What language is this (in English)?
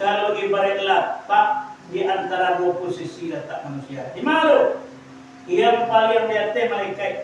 Minangkabau